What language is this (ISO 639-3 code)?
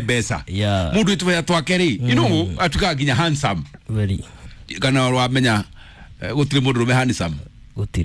kik